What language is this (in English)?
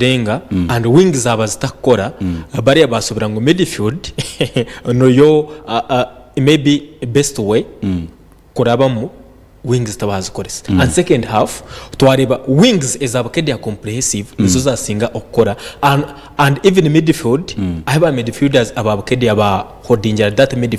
Nyankole